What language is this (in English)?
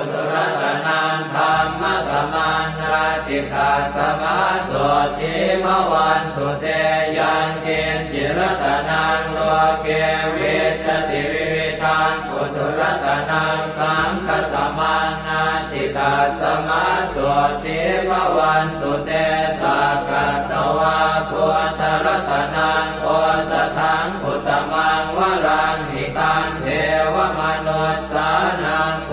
Pali